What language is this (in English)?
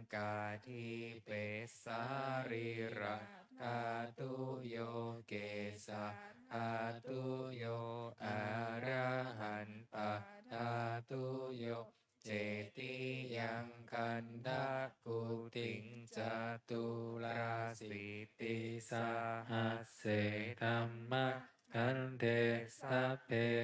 Pali